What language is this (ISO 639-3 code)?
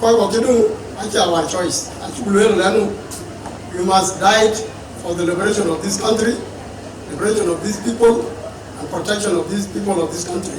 din